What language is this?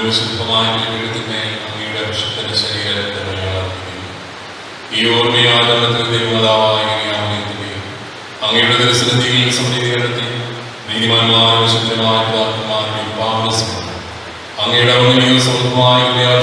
Malayalam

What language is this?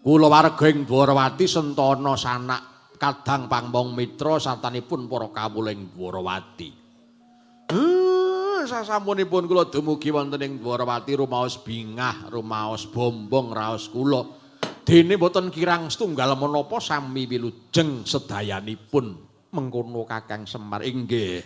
Javanese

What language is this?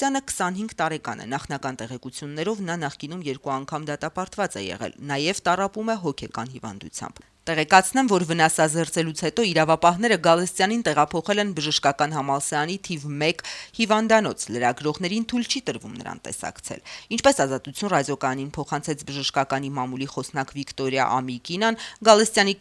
Armenian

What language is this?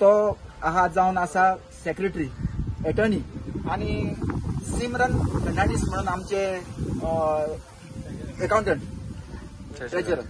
Konkani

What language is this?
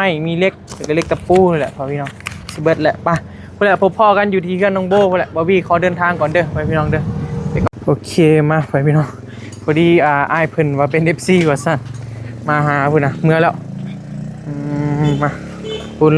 Northeastern Thai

